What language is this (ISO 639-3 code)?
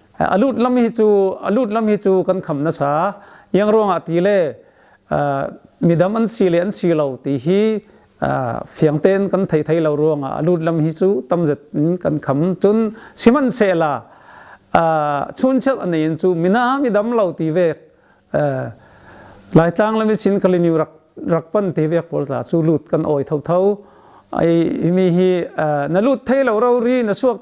cfm